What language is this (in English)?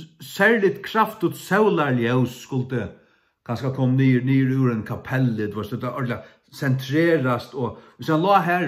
Faroese